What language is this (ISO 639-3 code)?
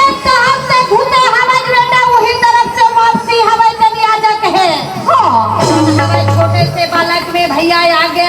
hne